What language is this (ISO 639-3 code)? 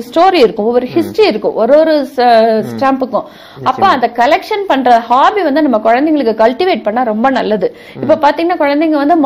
tam